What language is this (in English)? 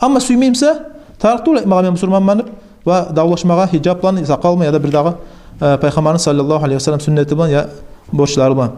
Kumyk